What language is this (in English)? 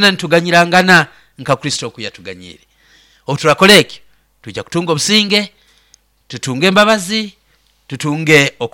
Nyoro